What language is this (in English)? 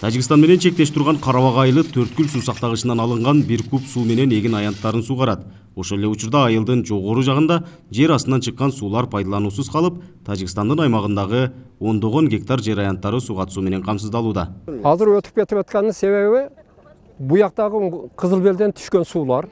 Kyrgyz